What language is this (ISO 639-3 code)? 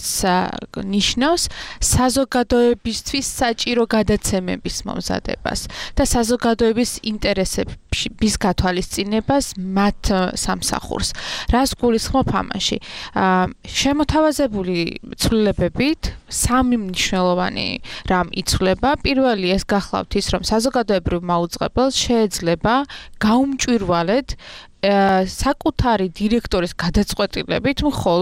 kat